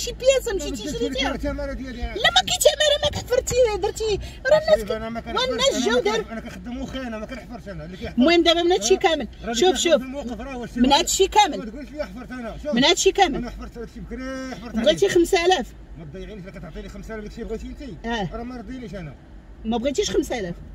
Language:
Moroccan Arabic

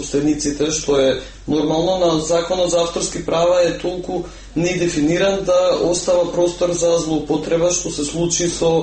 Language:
Macedonian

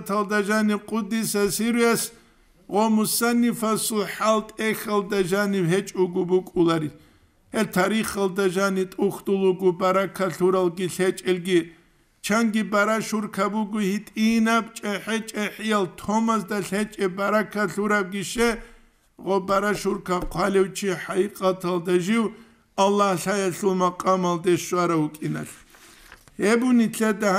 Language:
Avaric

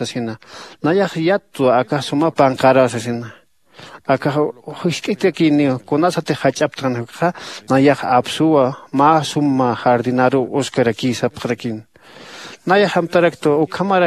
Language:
Aymara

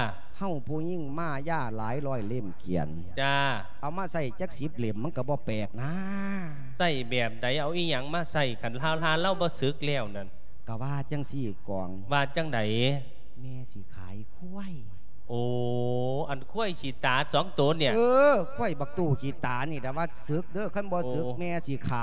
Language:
Lao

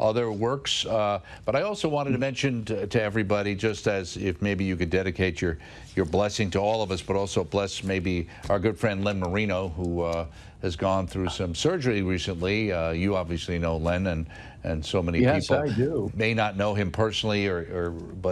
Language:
English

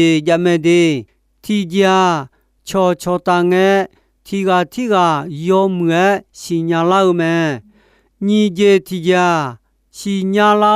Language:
Akha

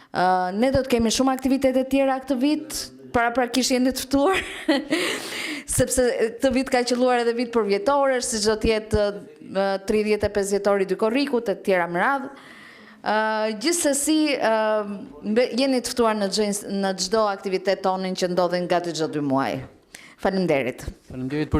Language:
Albanian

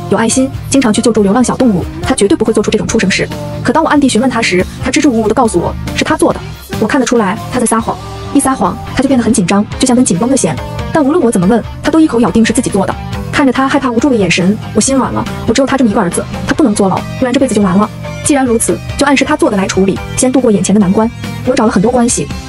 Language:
Chinese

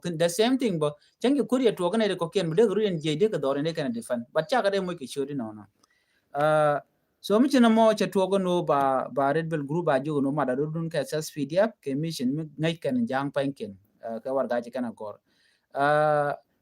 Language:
Nuer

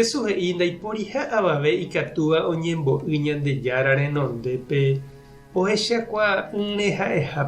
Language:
Guarani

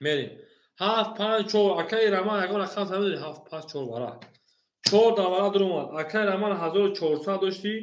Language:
Tajik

